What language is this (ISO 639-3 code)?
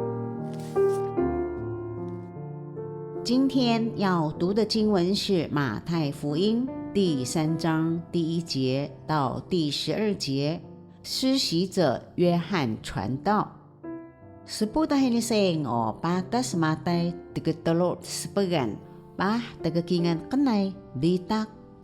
trv